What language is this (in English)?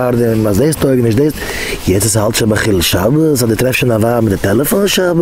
Yiddish